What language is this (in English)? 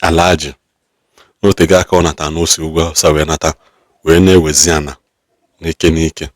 Igbo